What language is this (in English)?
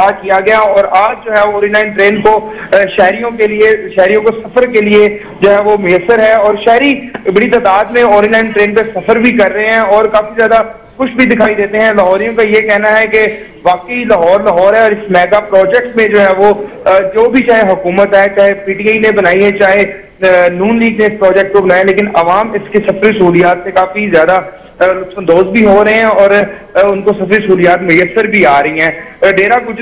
Urdu